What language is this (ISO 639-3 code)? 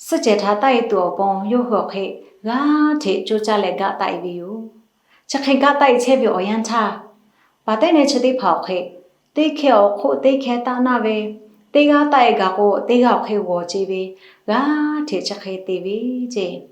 lhu